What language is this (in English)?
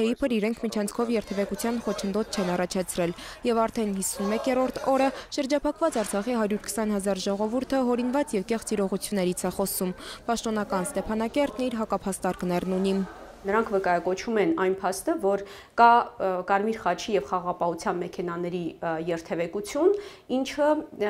Armenian